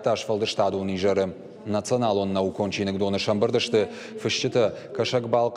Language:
Ossetic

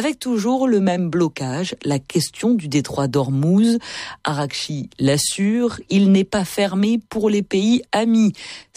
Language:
French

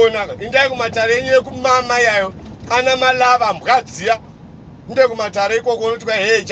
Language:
Shona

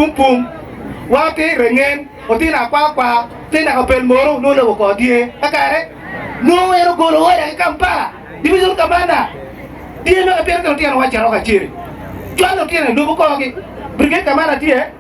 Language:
Acoli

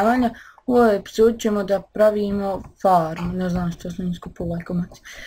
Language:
Bosnian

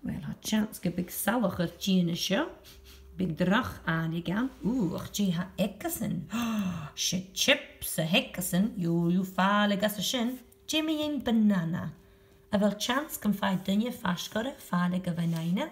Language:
Scottish Gaelic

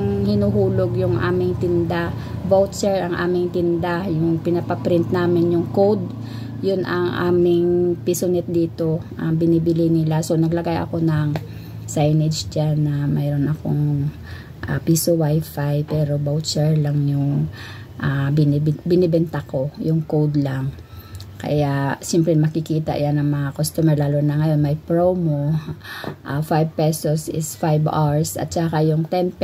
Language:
Filipino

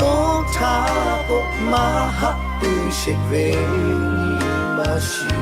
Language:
Lahu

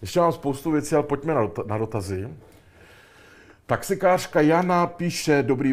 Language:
Czech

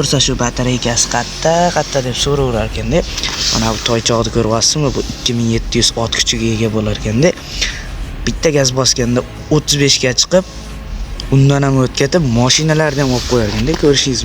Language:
Uzbek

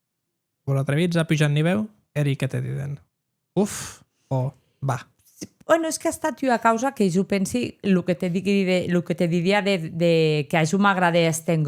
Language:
Occitan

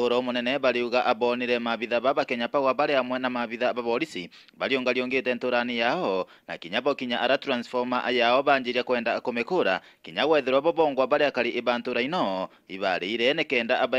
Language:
Meru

